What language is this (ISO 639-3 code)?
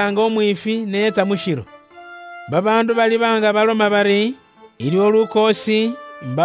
luy